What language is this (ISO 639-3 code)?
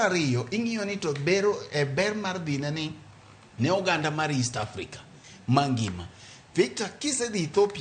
luo